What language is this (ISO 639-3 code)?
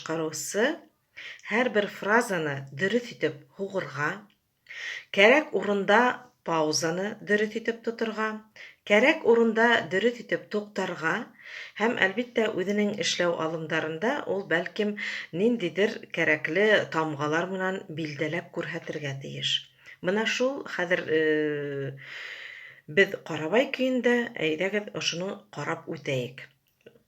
bak